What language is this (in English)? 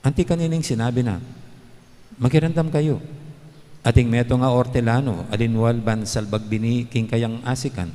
Pampanga